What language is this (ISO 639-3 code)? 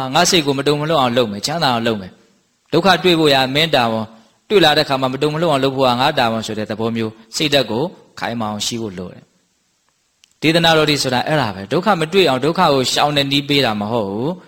mya